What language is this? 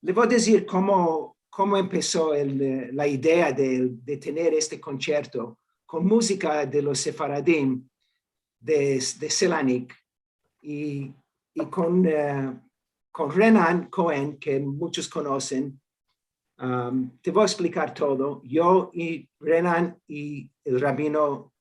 Ladino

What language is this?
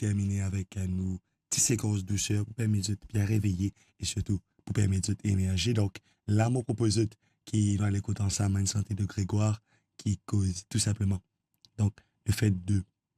Morisyen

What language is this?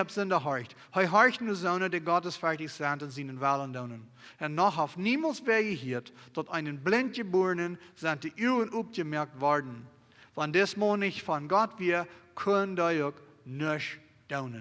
Plautdietsch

